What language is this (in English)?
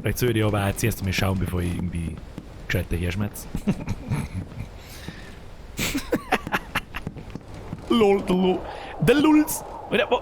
Bavarian